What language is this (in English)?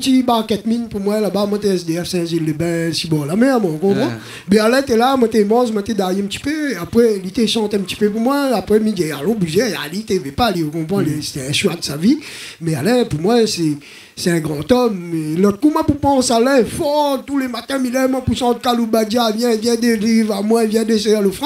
Réunion Creole French